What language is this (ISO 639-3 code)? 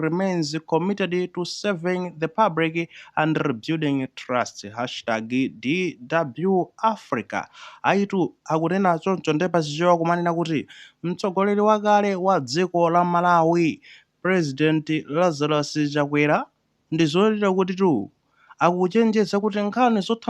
nya